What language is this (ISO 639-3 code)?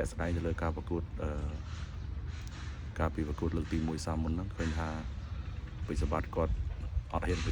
khm